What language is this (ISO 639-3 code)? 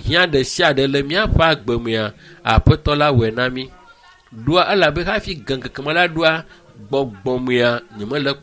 ewe